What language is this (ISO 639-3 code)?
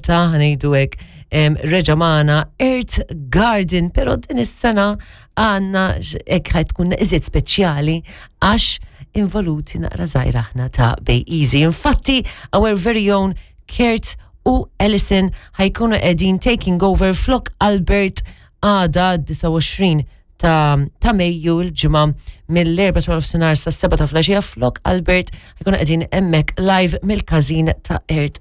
mlt